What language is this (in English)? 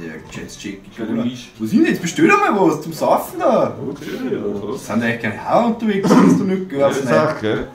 Bavarian